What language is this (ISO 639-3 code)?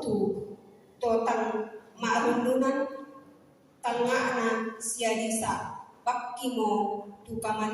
sda